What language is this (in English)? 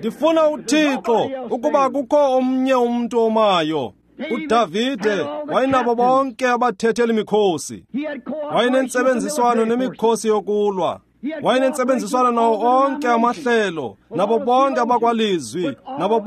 Xhosa